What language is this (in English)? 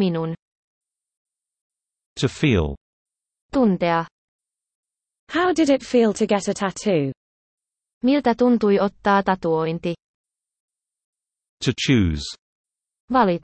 Finnish